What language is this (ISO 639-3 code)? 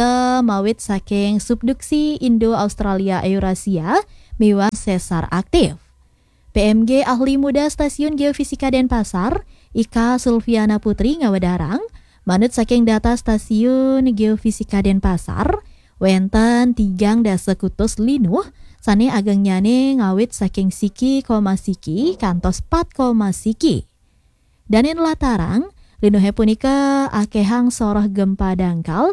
ban